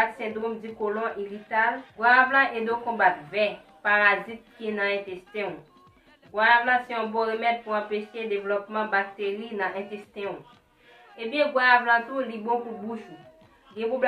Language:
Haitian Creole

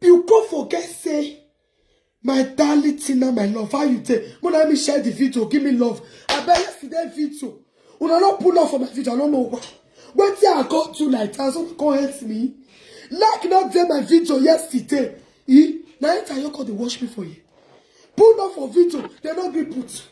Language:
Nigerian Pidgin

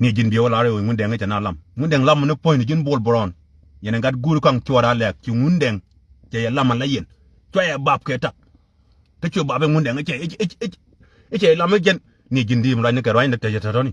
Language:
Nuer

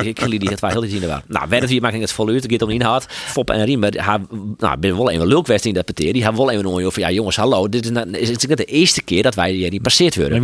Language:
Western Frisian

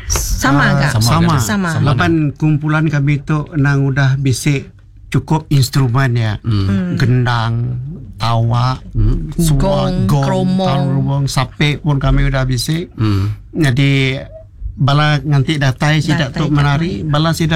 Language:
Iban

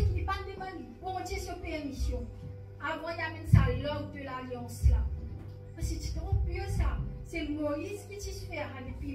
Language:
Morisyen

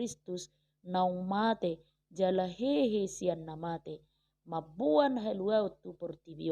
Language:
Batak Toba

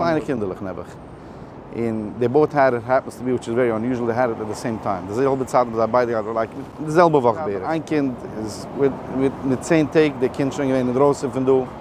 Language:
Yiddish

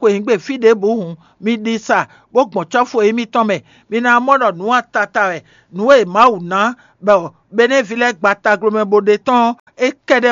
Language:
Fon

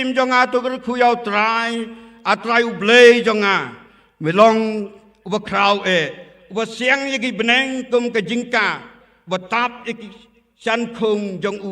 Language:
Khasi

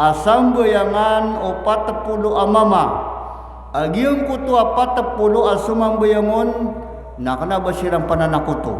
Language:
Maranao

